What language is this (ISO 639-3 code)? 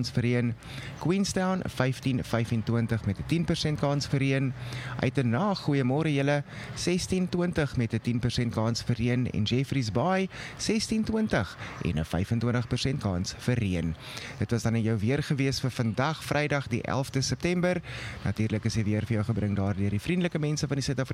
afr